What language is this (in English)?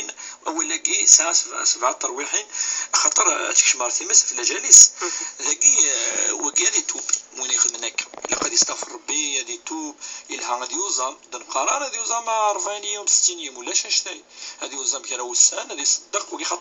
Kabyle